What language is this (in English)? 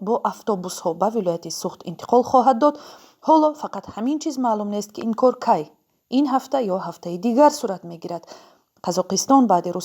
Tajik